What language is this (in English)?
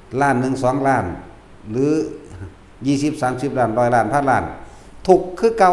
Northeastern Thai